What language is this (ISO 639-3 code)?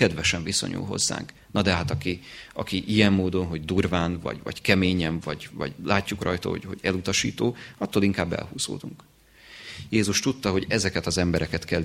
hun